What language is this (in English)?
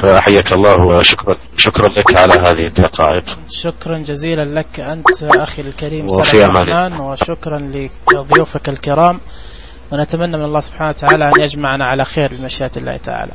Najdi Arabic